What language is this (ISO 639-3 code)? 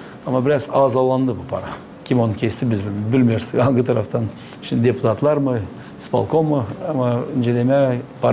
gag